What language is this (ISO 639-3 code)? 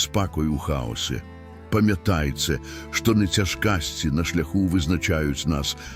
bel